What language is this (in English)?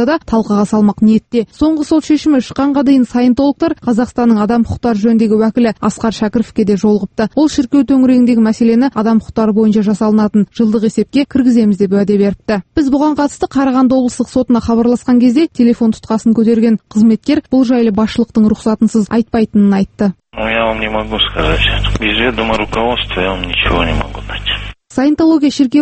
Kazakh